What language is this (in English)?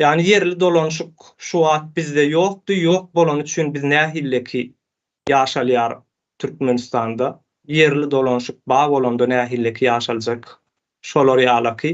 Turkmen